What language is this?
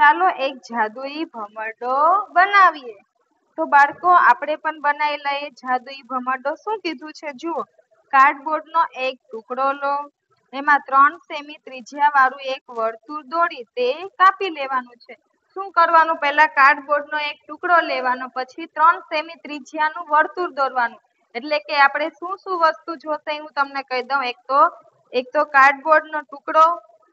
Gujarati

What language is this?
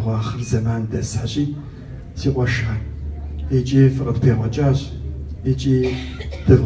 Kabardian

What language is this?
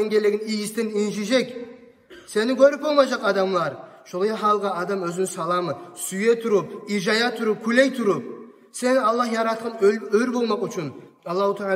Kumyk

